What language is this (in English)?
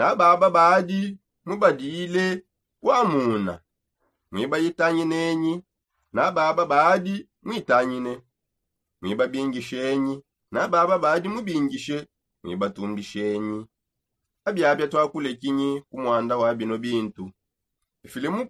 Songe